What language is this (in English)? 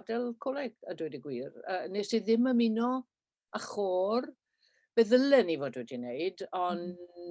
Welsh